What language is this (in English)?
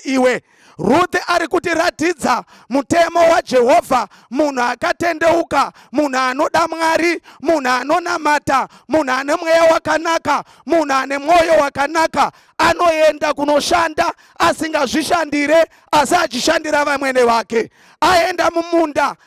Shona